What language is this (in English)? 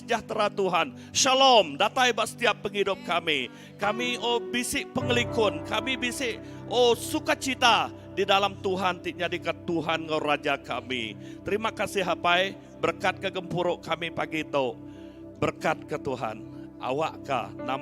Iban